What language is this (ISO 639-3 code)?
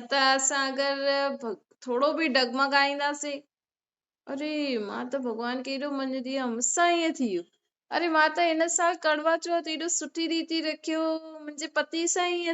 snd